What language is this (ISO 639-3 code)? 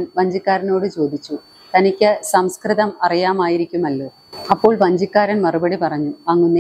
mal